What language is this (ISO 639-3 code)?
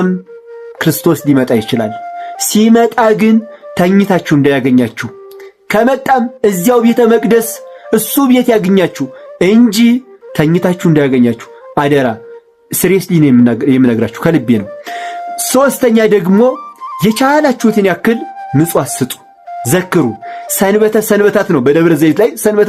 amh